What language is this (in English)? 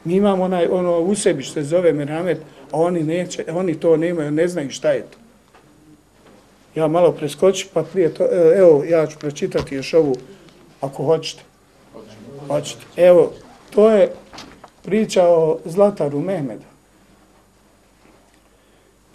Bosnian